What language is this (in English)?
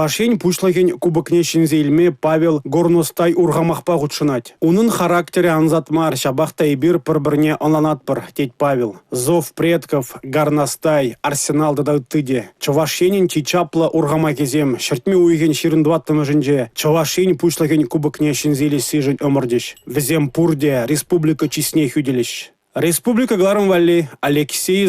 Chuvash